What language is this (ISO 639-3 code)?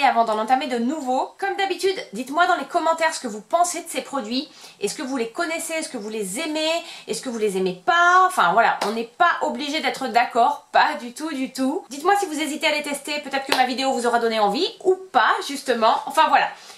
fra